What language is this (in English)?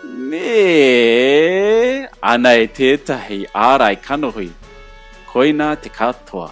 Māori